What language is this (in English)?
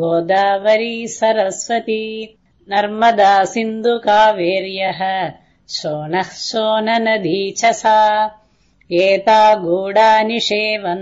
Sanskrit